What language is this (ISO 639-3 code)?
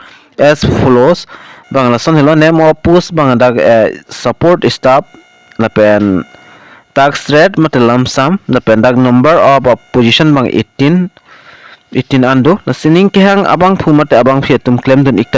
mjw